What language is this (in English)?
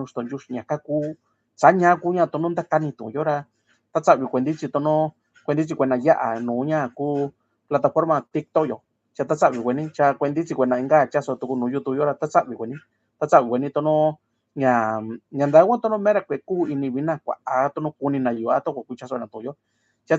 Mixtepec Mixtec